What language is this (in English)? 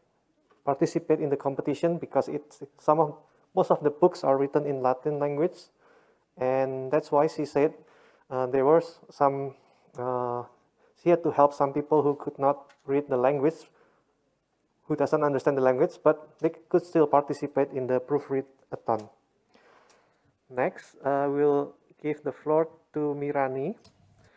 English